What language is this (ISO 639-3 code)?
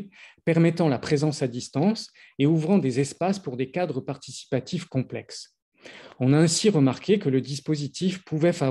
fra